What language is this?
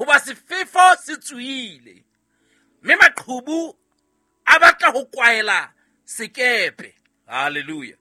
Southern Sotho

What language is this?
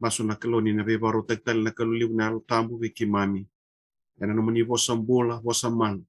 Fijian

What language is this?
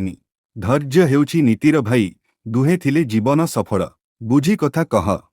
Odia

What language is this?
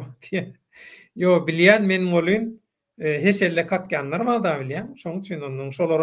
Turkmen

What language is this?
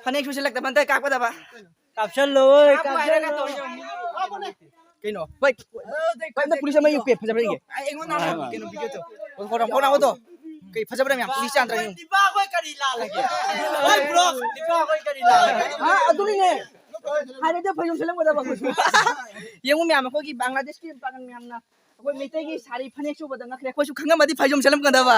Manipuri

